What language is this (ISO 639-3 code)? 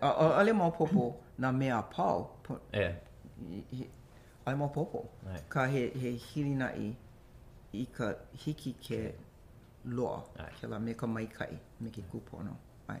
haw